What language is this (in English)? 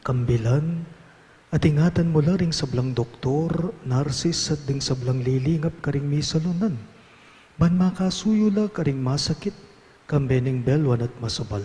Pampanga